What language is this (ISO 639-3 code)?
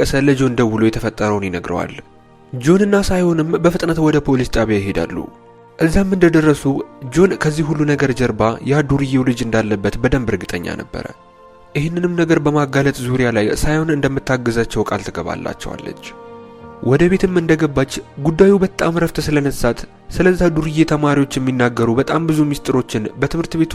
amh